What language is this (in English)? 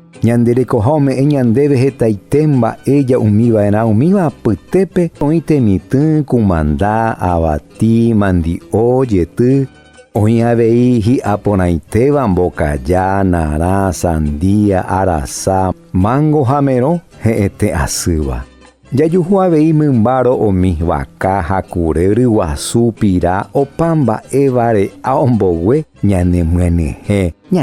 Guarani